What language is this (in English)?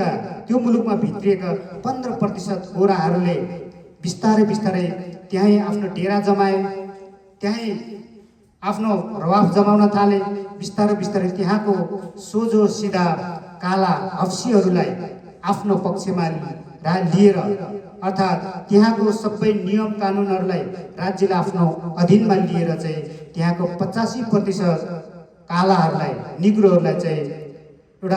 Nepali